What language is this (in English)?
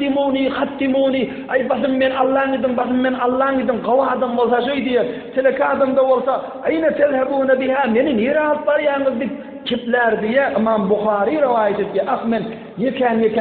Turkmen